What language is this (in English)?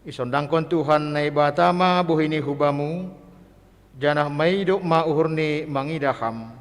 Batak Simalungun